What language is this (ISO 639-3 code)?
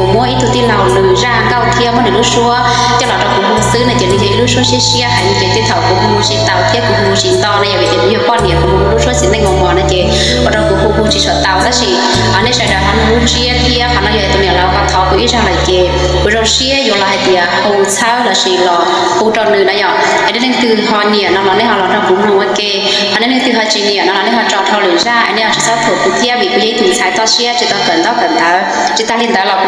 hmn